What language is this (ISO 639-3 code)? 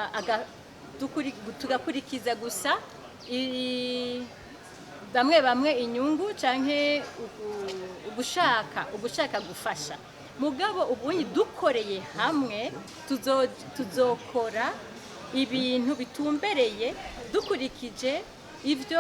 run